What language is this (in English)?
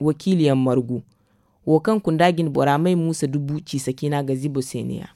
Zarma